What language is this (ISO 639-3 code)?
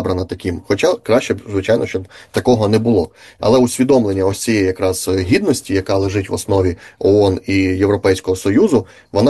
ukr